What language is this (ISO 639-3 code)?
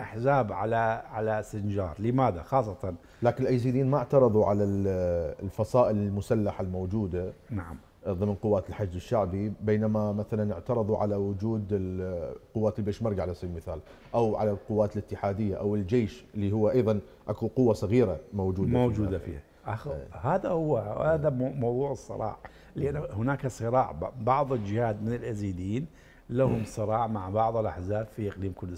acm